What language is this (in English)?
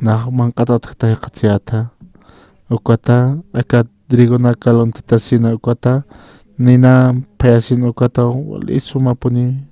Aymara